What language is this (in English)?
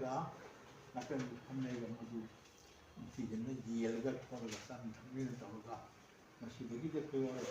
Manipuri